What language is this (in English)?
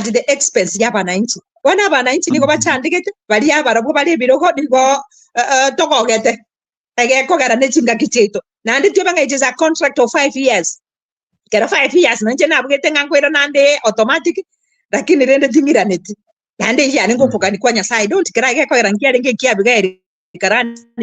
Gusii